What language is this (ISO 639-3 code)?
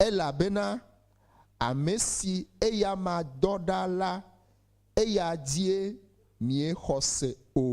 ewe